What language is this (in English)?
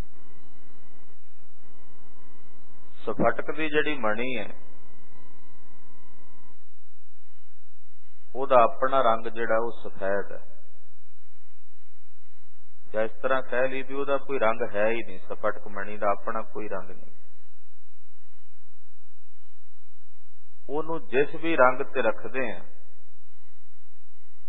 Punjabi